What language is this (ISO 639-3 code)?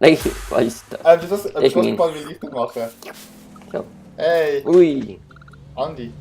gsw